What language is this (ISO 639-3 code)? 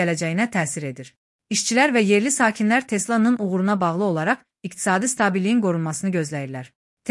aze